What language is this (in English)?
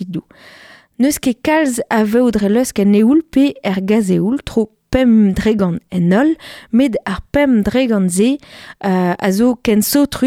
Breton